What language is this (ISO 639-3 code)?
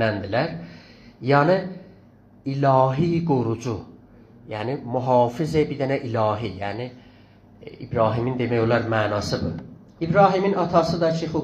azb